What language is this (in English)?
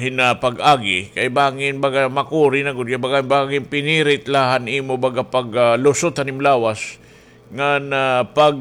Waray